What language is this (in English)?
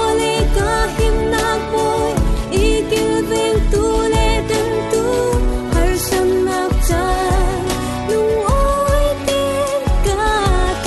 Falam Chin